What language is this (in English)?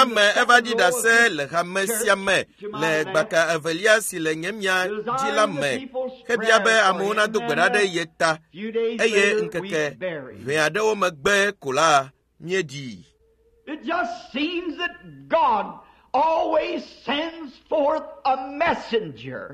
Ewe